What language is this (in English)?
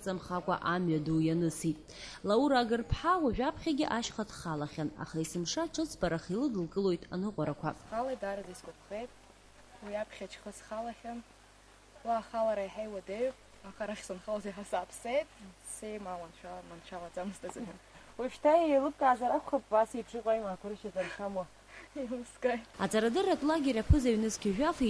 Abkhazian